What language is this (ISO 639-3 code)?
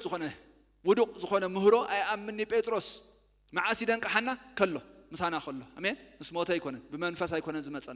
tir